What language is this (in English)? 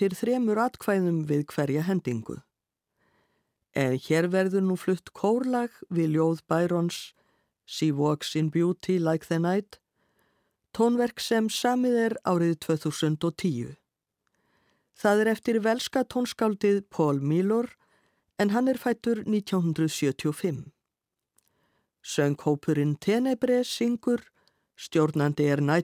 Icelandic